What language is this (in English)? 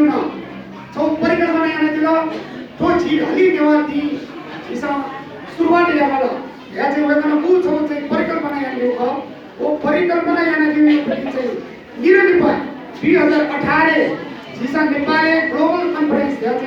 Newari